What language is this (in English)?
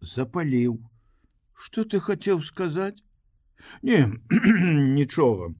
Belarusian